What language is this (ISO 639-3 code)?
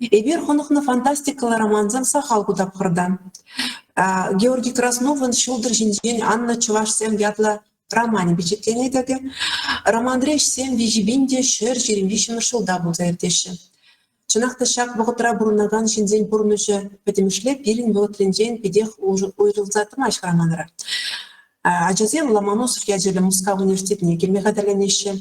chv